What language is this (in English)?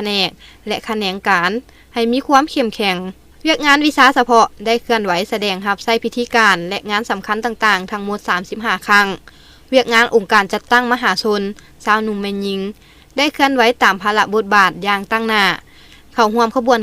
Lao